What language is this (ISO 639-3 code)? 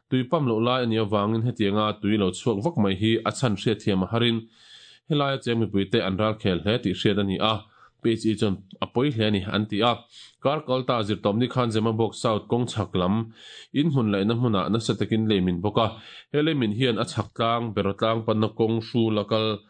lus